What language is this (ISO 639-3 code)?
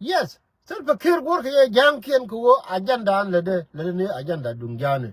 nus